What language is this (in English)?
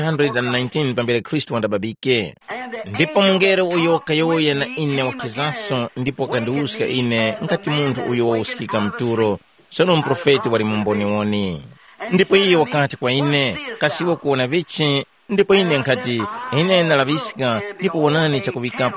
Tumbuka